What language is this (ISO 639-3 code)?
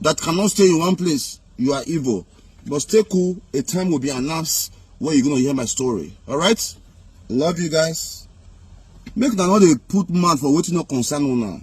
pcm